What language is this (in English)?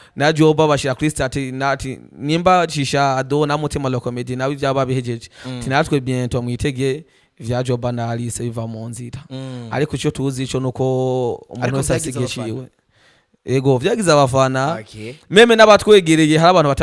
Rundi